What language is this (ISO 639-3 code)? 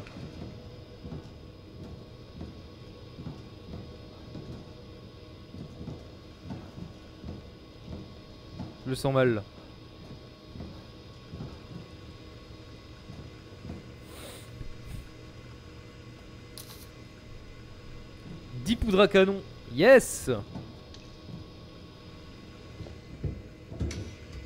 fra